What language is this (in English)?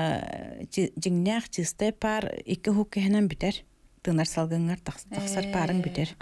Yakut